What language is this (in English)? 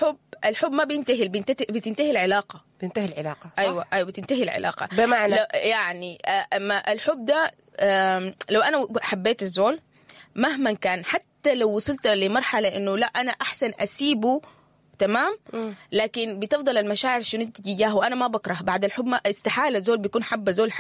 Sudanese Arabic